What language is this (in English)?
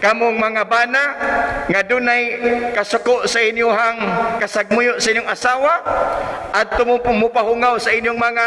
Cebuano